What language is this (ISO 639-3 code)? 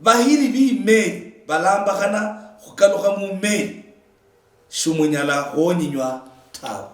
luy